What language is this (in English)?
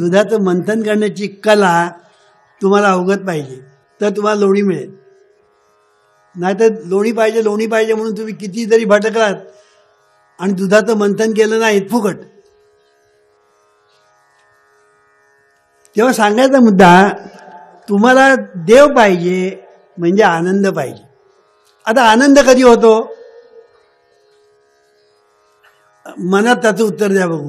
Marathi